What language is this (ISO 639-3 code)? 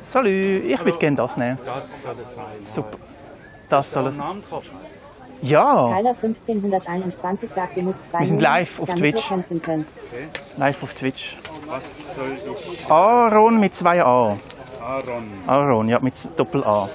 gsw